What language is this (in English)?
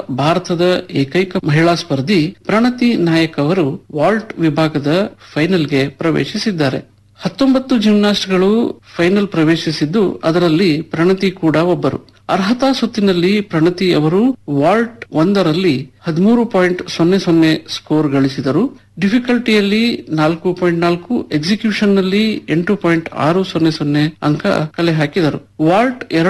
Kannada